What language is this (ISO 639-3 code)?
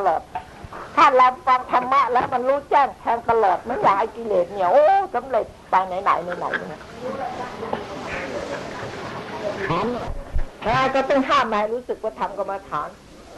tha